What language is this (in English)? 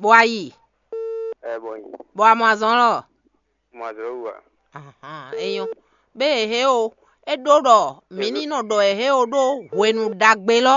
Fon